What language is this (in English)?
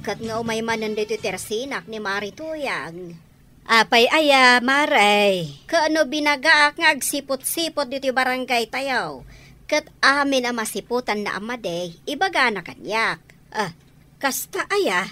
Iloko